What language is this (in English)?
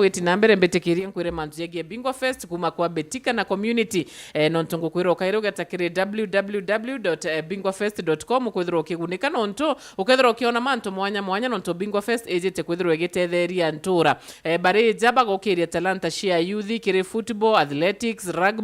Meru